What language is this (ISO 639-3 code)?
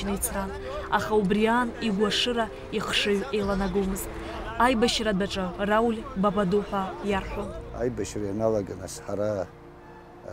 abk